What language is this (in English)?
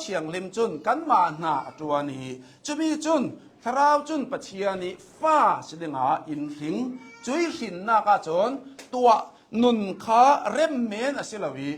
Hakha Chin